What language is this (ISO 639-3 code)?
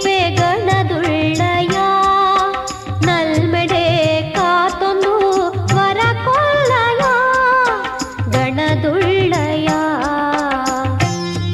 kan